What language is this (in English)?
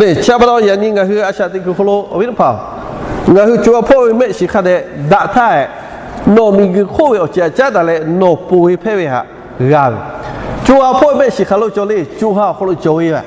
Lahu